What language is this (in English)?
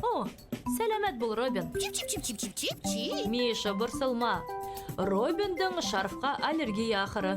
Bashkir